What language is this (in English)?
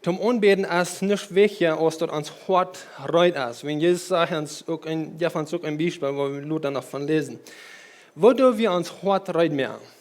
Plautdietsch